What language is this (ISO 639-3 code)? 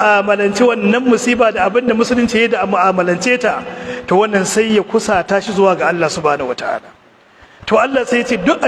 hau